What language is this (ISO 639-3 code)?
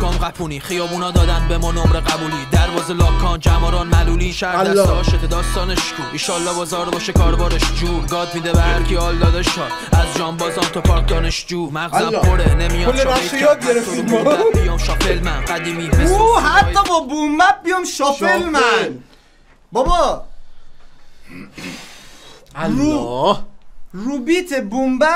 fas